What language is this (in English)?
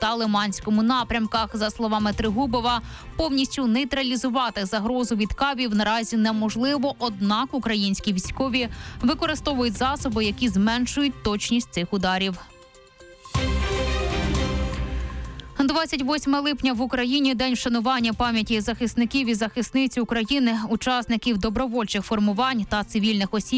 Ukrainian